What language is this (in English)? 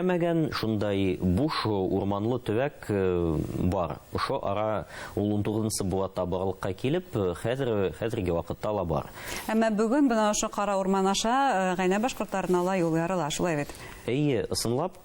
Bashkir